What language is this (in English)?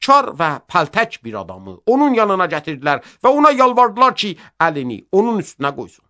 Azerbaijani